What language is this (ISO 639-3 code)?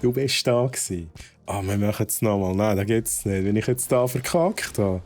gsw